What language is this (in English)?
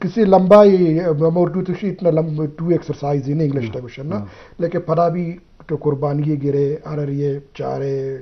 Eastern Balochi